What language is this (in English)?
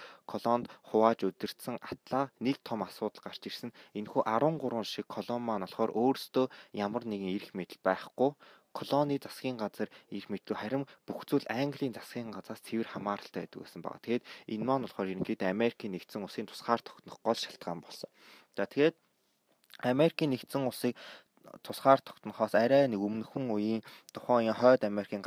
Mongolian